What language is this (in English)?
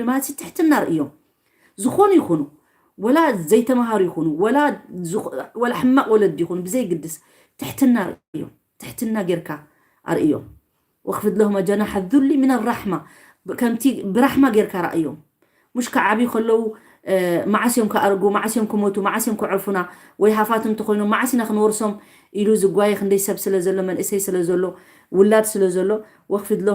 Tigrinya